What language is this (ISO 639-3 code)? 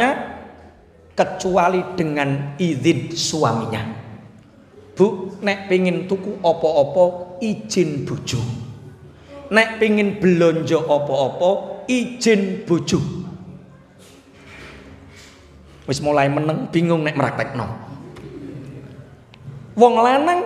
jav